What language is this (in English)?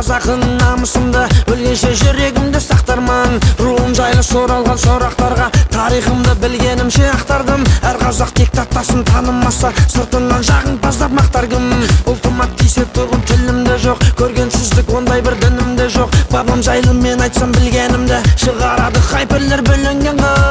Kazakh